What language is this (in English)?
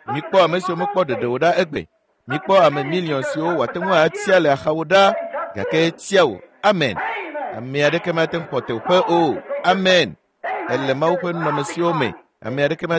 Ewe